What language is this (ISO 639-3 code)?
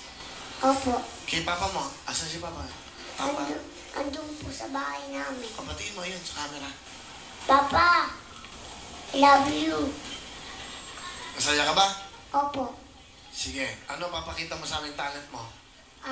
fil